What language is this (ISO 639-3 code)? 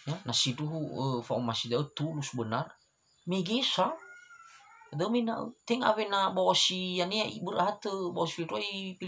nia